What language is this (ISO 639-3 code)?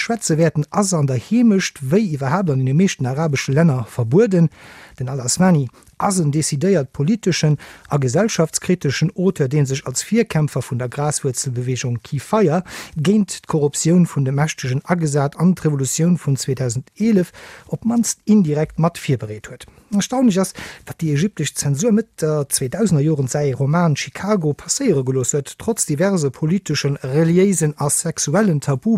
ltz